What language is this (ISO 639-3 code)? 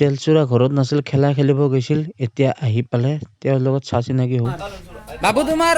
asm